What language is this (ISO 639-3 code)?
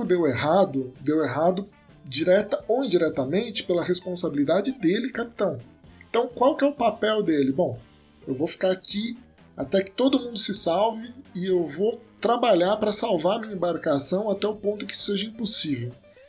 por